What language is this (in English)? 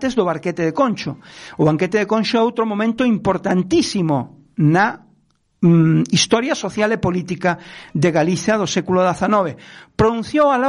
Galician